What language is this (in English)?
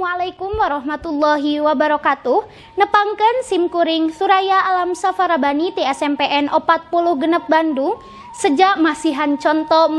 Sundanese